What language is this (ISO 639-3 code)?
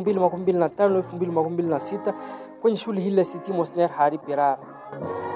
swa